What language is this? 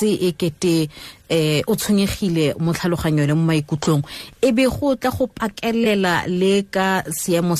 Tswana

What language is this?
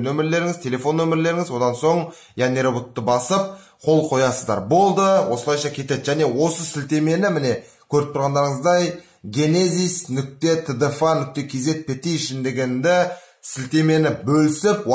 Kazakh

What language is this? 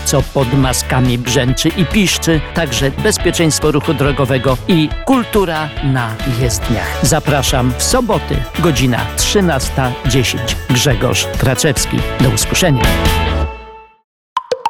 Polish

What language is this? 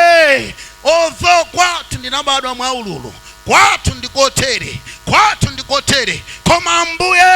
Nyanja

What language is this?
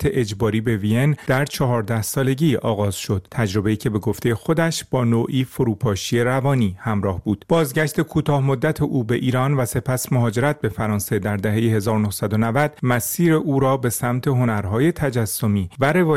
Persian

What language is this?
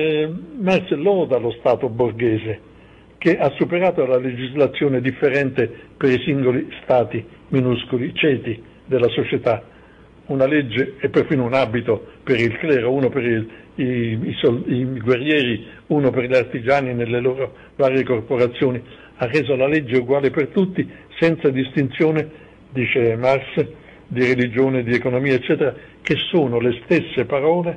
Italian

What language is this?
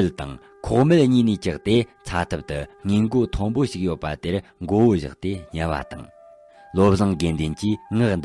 Tibetan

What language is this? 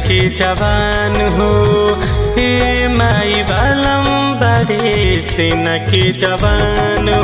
Bhojpuri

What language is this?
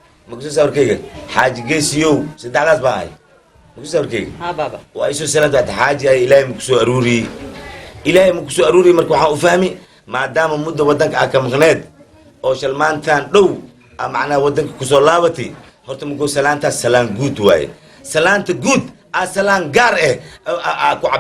Somali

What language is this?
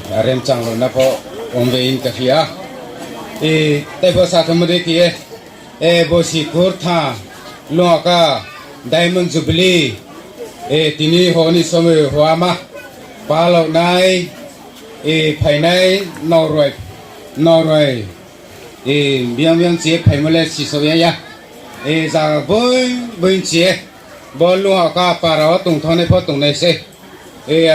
Riang (India)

